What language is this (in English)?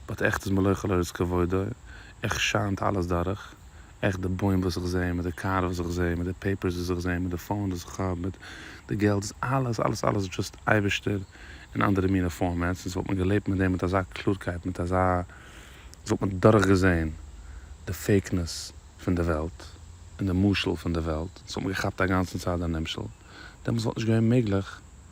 Yiddish